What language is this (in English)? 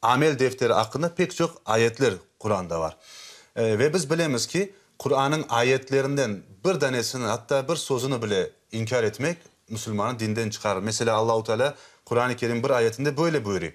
Crimean Tatar